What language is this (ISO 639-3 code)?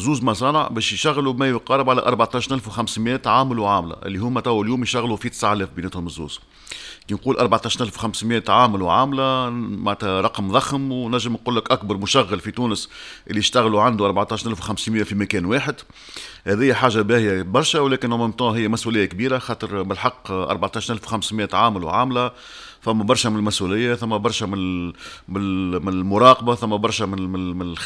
aeb